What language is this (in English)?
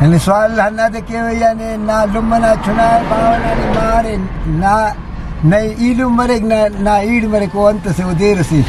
Brahui